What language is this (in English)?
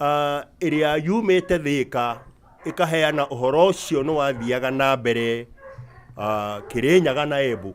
Kikuyu